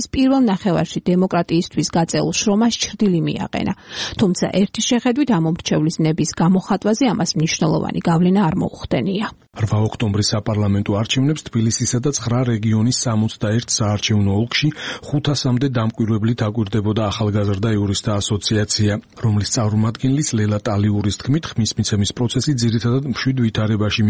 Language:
Georgian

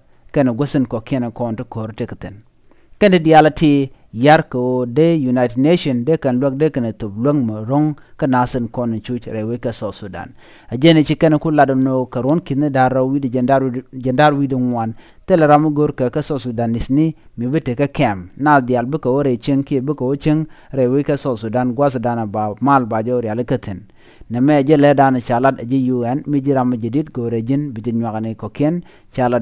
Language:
Nuer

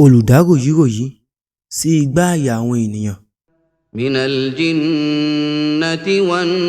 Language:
Yoruba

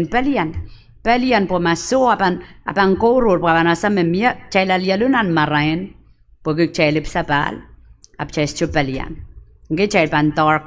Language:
Pohnpeian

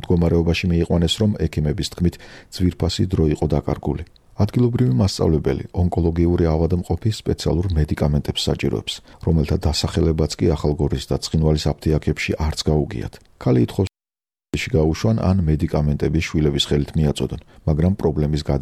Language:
Georgian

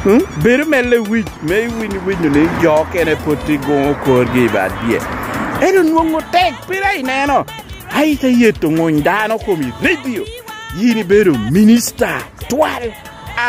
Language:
Lango (Uganda)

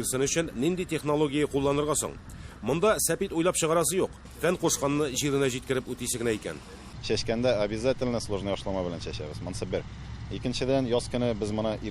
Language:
Tatar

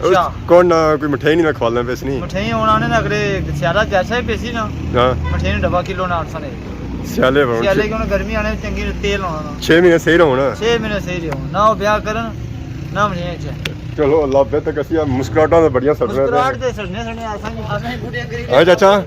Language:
Pahari-Potwari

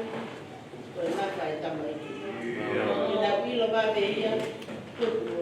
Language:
Tongan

